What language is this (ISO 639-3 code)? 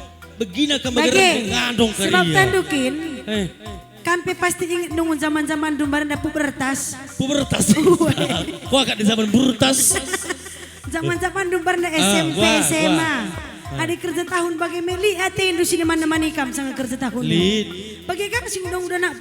btx